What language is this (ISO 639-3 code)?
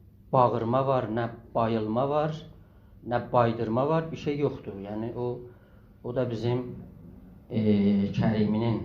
azb